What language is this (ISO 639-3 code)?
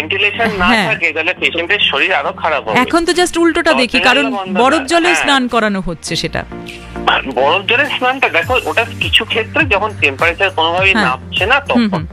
ben